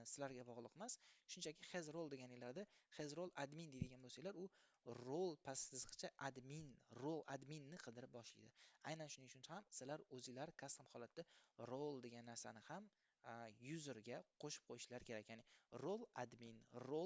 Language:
Uzbek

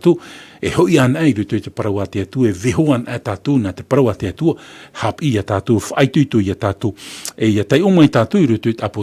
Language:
Tahitian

